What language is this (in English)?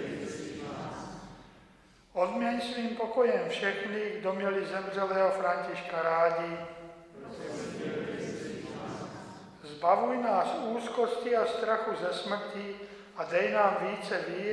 Czech